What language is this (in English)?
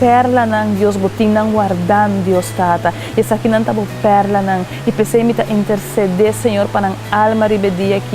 Papiamento